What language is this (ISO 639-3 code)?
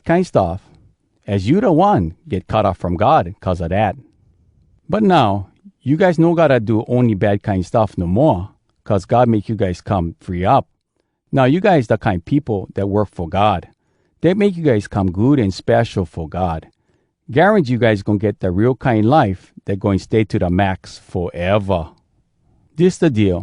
hwc